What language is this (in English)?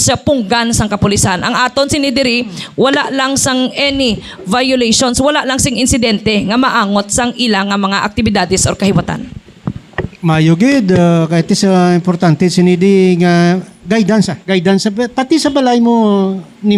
Hiligaynon